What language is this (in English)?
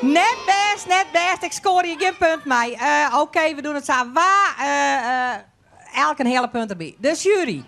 Western Frisian